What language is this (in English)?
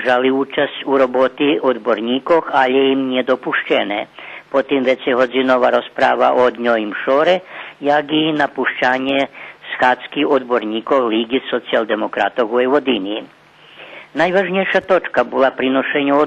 Rusyn